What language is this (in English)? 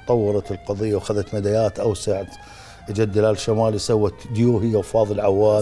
Mesopotamian Arabic